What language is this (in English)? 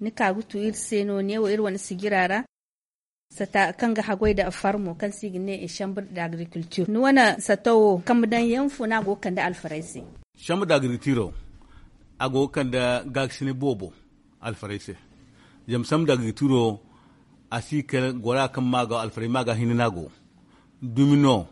Zarma